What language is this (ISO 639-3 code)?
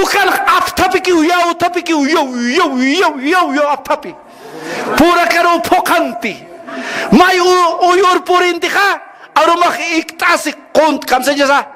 aym